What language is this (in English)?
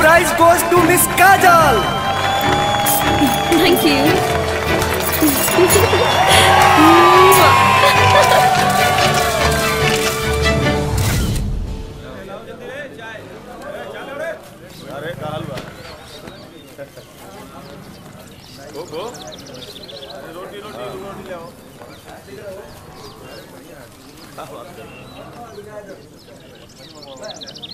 Bhojpuri